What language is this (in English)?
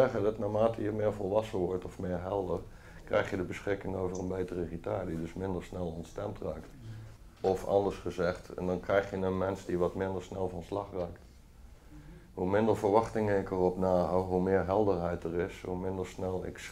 Dutch